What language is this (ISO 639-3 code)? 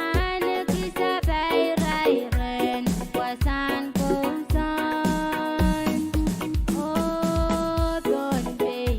pon